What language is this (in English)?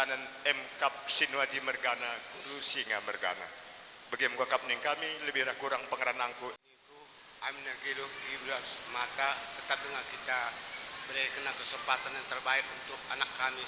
Batak Karo